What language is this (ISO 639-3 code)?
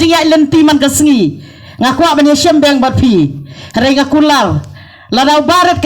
kha